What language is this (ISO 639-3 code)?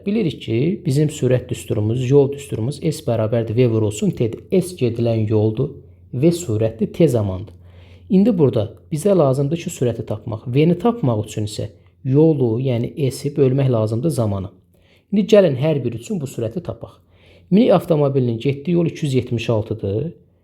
aze